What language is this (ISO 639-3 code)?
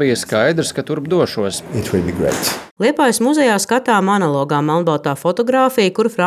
lav